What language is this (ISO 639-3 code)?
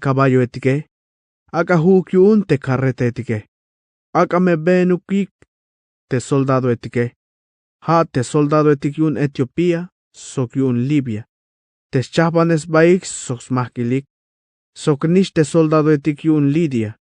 tzh